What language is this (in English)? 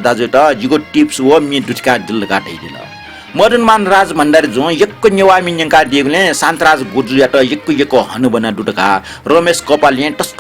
Newari